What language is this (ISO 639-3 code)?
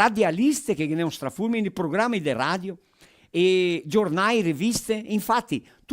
vec